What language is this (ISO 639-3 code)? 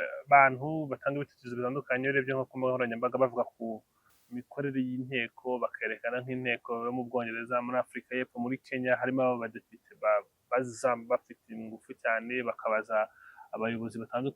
kin